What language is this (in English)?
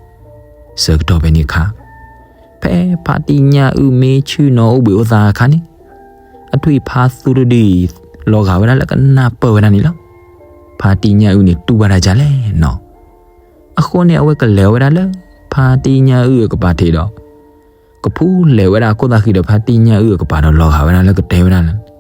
S'gaw Karen